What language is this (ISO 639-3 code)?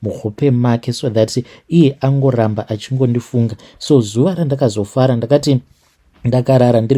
sna